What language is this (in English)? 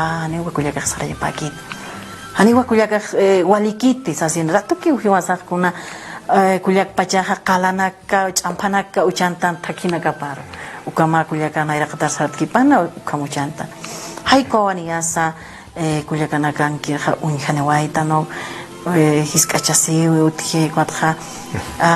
Aymara